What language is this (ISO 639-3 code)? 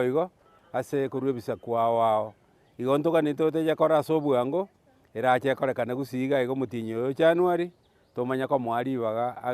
guz